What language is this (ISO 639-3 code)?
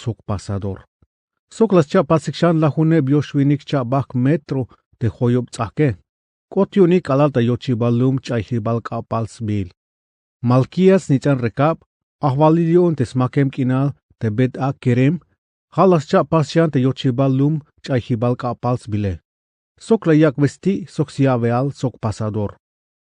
tzh